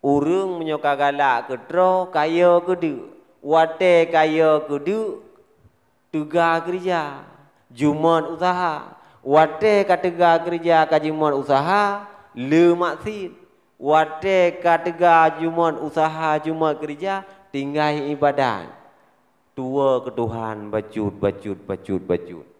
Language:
Achinese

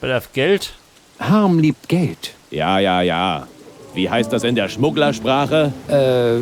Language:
Bavarian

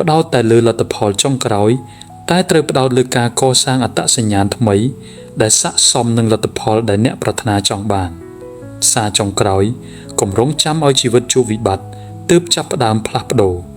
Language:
Khmer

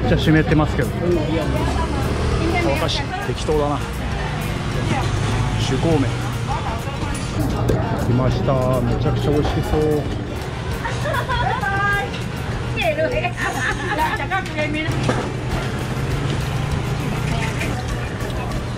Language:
Japanese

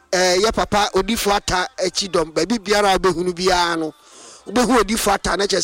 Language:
Akan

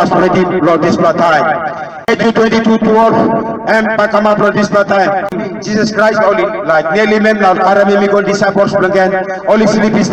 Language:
Tok Pisin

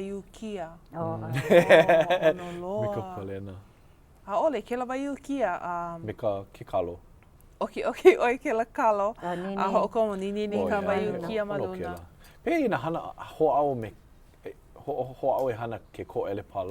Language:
Hawaiian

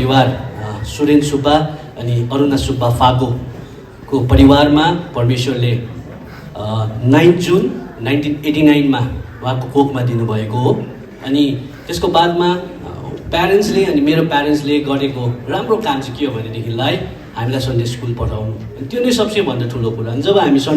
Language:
Nepali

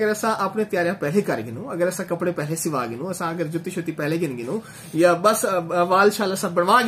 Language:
Saraiki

